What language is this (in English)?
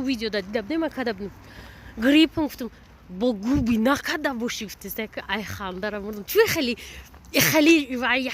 Tajik